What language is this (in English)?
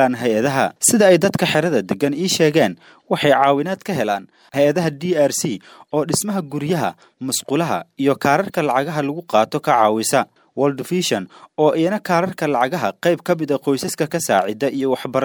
Somali